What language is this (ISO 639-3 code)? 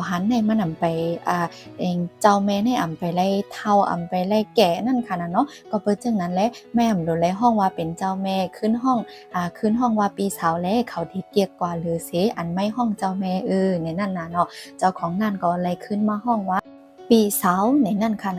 shn